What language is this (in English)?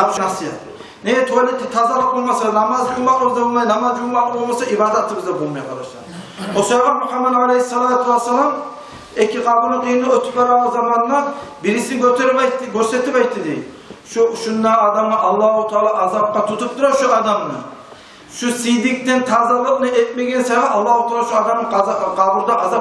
Kumyk